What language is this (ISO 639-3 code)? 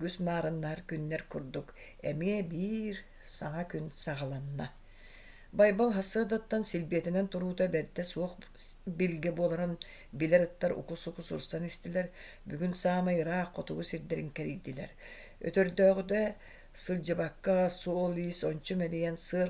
sah